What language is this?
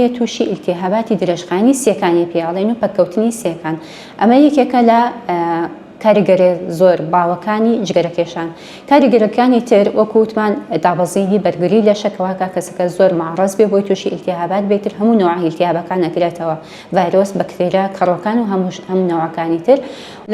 Central Kurdish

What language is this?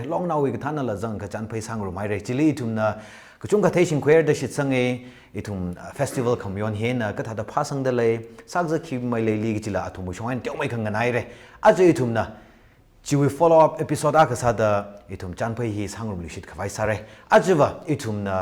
Tangkhul Naga (India)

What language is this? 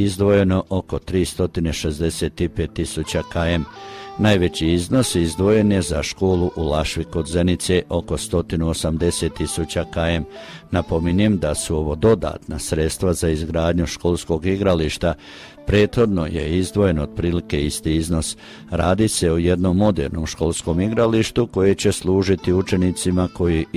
Croatian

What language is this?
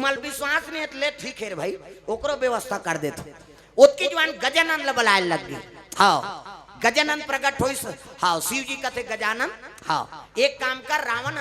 Chhattisgarhi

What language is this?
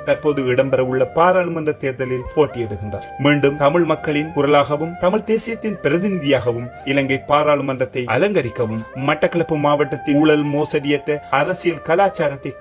Tamil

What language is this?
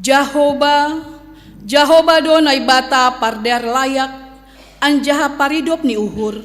Batak Simalungun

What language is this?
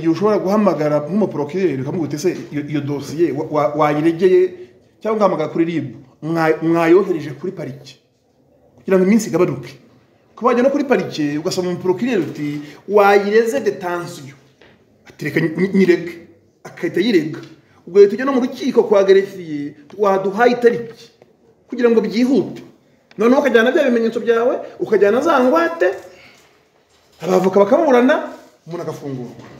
Kinyarwanda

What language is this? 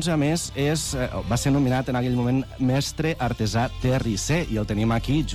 Catalan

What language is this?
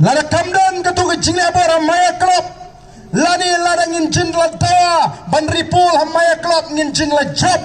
Khasi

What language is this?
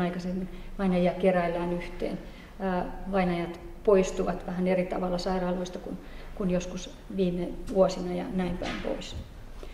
Finnish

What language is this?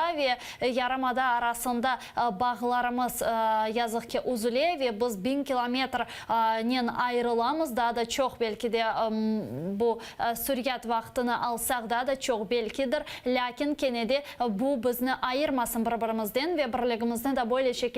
Crimean Tatar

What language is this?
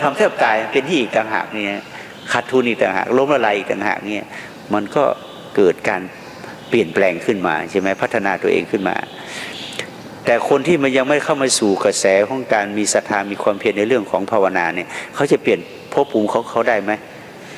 Thai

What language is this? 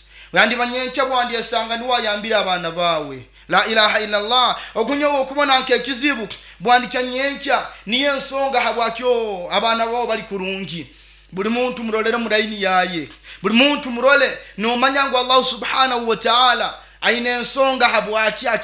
Nyoro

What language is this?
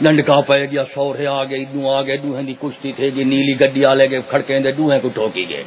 Saraiki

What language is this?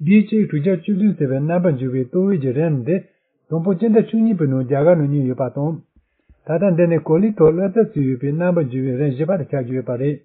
Tibetan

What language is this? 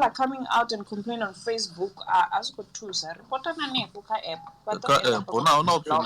Venda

